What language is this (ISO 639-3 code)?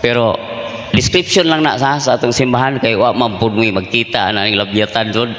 ceb